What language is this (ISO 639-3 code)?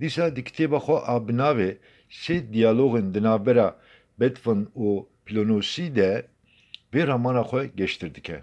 kur